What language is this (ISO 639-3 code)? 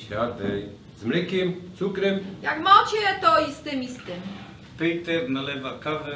szl